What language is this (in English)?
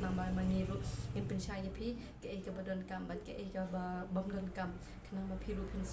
Khasi